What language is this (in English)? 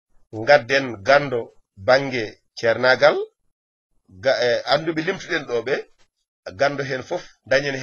Fula